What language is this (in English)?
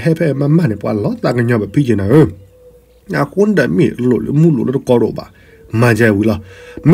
S'gaw Karen